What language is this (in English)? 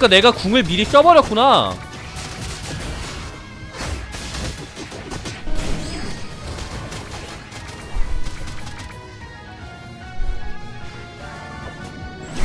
Korean